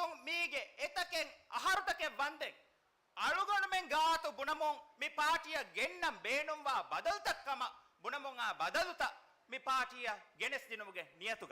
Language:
Divehi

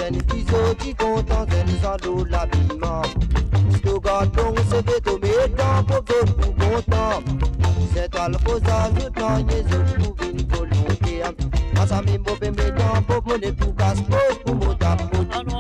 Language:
Morisyen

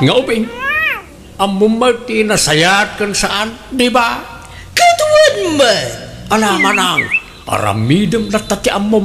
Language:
Iloko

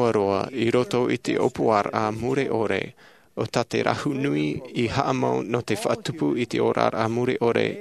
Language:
Tahitian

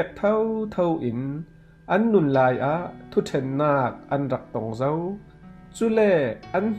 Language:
Falam Chin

